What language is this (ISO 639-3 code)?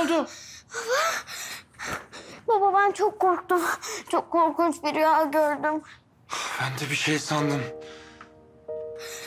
tur